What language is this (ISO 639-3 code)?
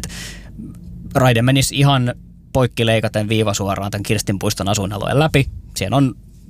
fin